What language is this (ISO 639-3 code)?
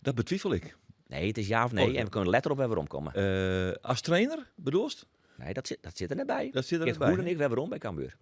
fry